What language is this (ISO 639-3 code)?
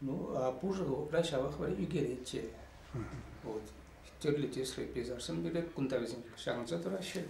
chv